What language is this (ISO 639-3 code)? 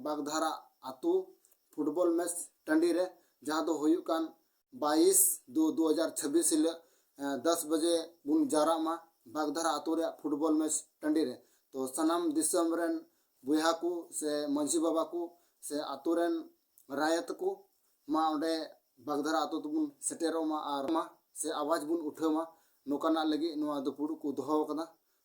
sat